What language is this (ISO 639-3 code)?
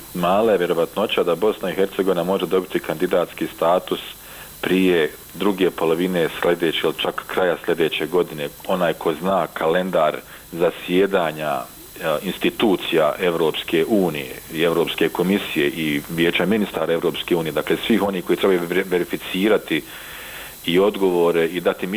bos